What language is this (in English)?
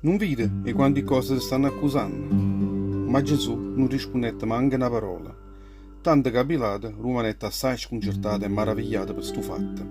Neapolitan